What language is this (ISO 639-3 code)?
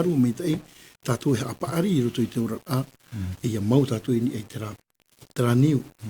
tah